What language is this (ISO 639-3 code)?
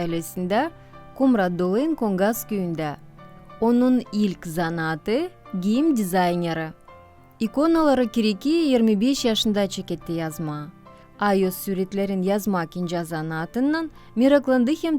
gag